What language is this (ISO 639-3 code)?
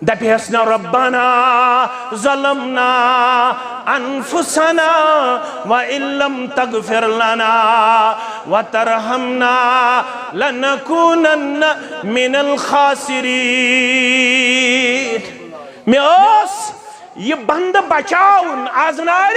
kas